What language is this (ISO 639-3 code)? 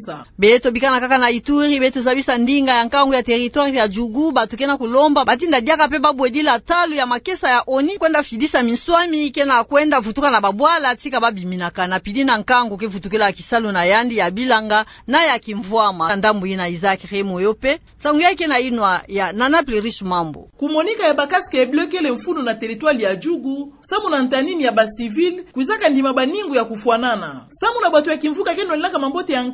ktu